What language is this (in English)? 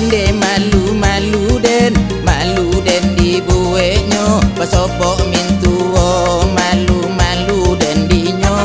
Minangkabau